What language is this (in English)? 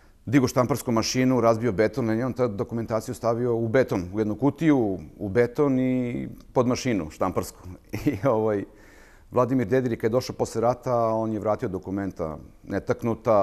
Serbian